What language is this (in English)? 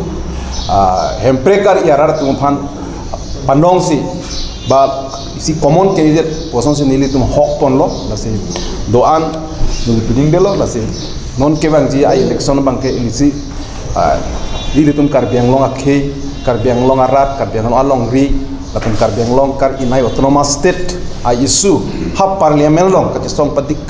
Karbi